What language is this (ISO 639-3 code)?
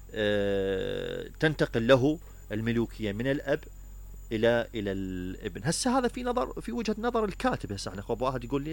acm